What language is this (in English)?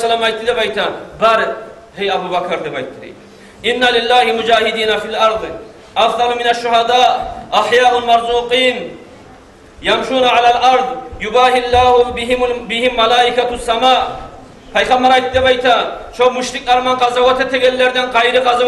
Kumyk